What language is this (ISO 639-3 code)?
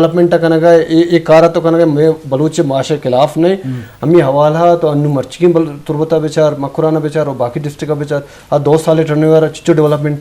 bgp